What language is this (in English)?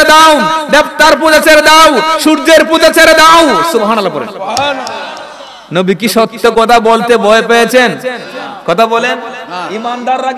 Bangla